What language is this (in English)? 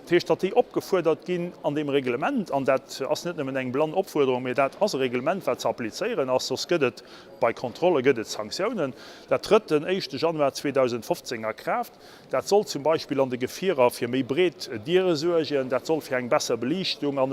Luxembourgish